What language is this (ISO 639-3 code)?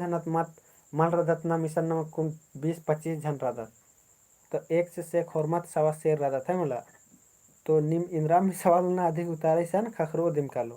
kru